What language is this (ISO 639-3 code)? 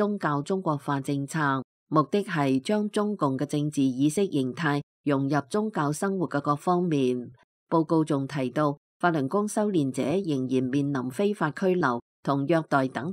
yue